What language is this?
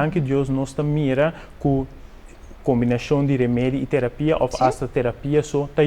Papiamento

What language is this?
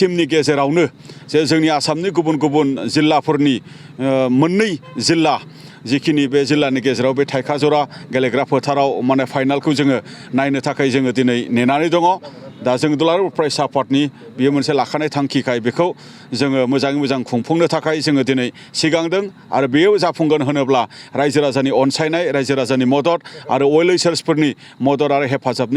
Bodo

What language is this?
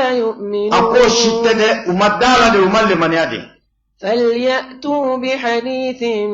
Bambara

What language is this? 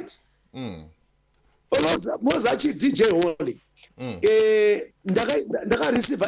Shona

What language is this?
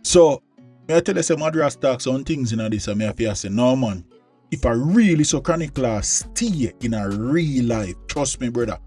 Jamaican Creole English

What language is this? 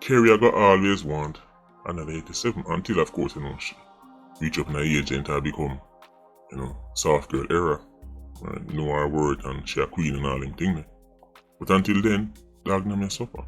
Jamaican Creole English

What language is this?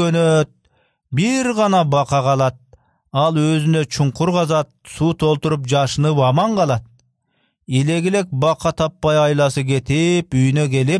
Kyrgyz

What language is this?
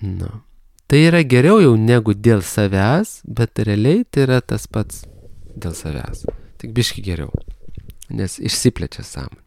Lithuanian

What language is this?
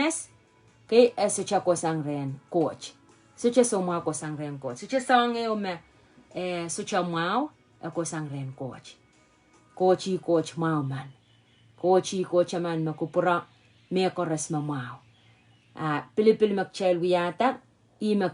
Pohnpeian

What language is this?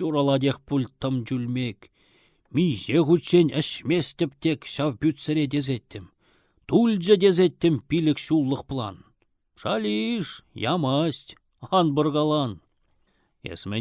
Chuvash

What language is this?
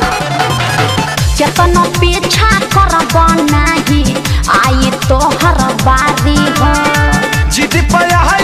Bhojpuri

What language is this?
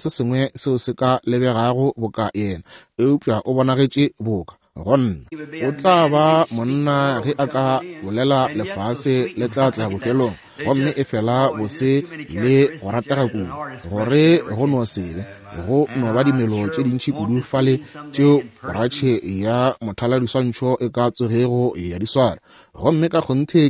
Northern Sotho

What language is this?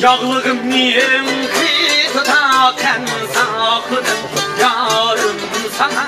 Uyghur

